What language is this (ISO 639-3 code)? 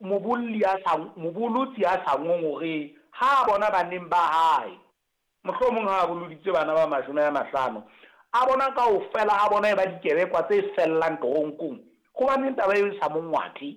sot